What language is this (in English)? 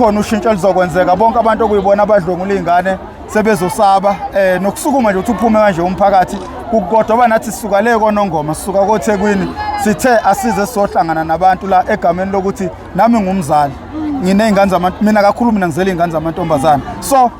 Zulu